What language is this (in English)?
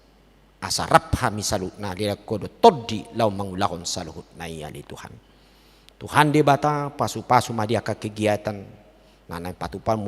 Batak Toba